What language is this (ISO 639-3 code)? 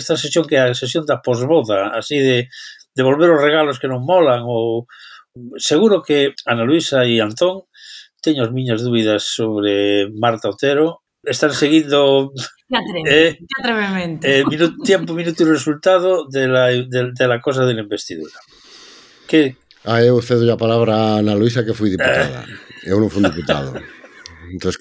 glg